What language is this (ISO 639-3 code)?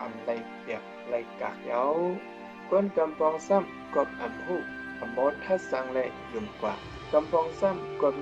shn